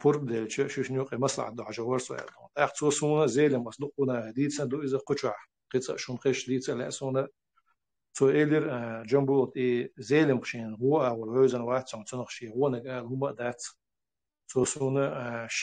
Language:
Chechen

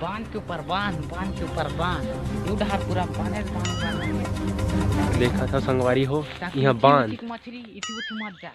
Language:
Chhattisgarhi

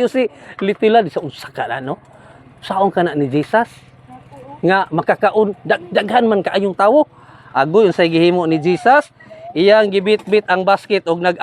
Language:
Cebuano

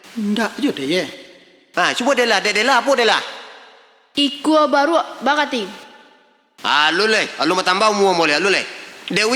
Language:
Minangkabau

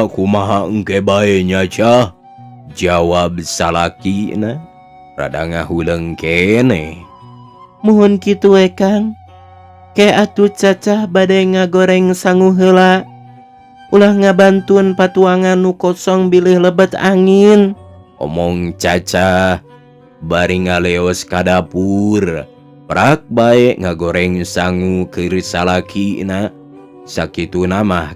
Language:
Sundanese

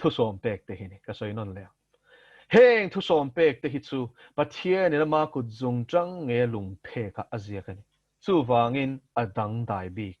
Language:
Mizo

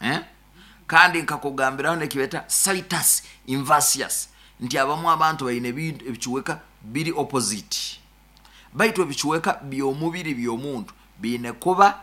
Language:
Nyoro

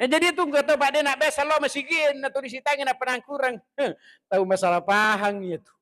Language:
Buginese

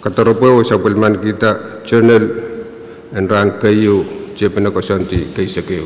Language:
Pohnpeian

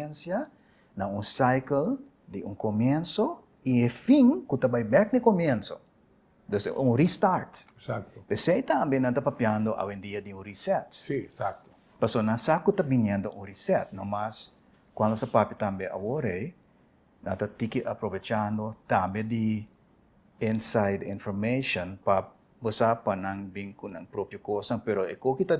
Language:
Papiamento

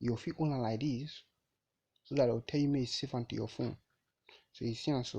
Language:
Nigerian Pidgin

